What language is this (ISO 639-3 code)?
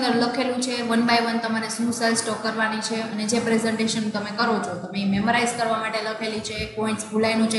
guj